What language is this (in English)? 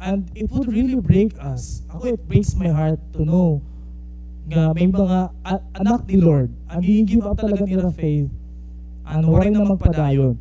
Waray